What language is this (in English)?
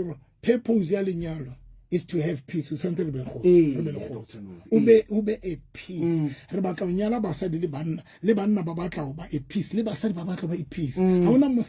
Southern Sotho